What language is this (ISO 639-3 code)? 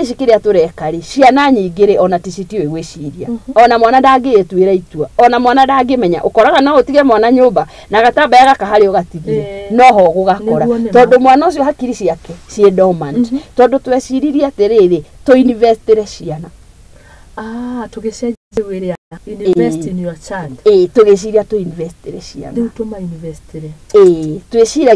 kik